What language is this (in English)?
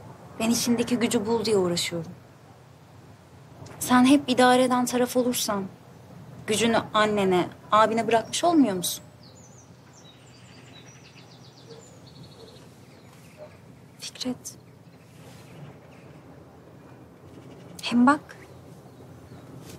Turkish